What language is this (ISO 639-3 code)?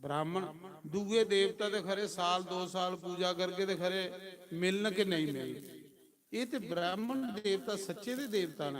doi